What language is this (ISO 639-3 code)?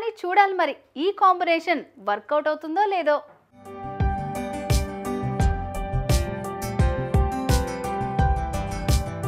tel